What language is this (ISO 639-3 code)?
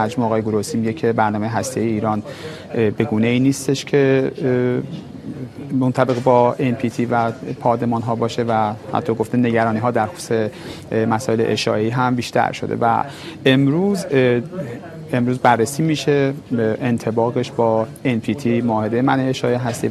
fas